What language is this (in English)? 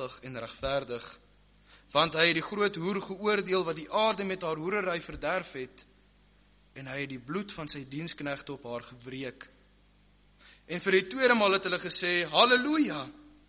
Afrikaans